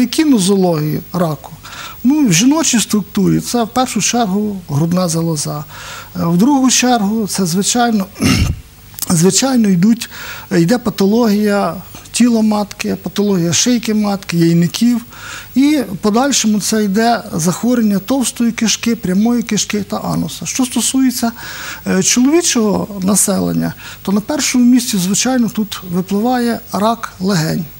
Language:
Ukrainian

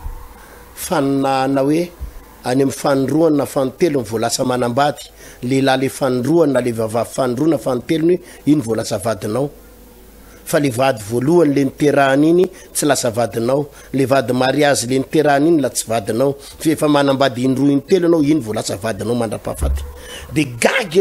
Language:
Malagasy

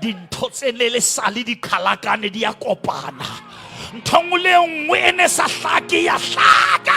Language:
Southern Sotho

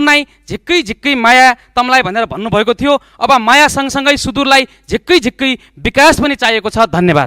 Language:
Nepali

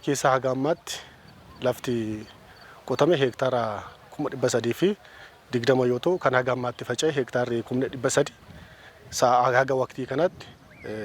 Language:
Oromo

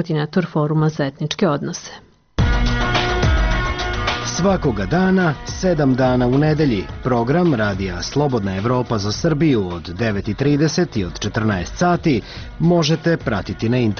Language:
Serbian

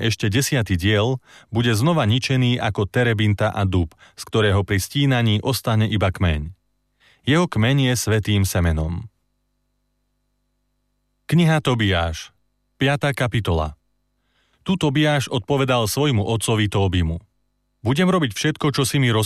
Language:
Slovak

